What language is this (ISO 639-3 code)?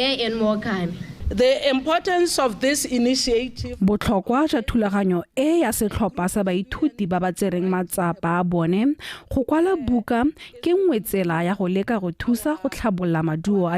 tsn